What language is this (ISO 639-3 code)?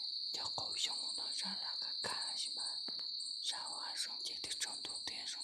hmn